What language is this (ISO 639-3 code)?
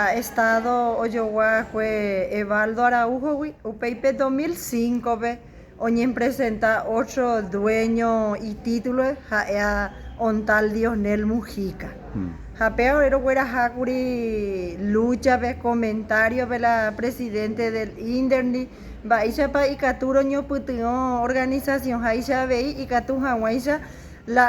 grn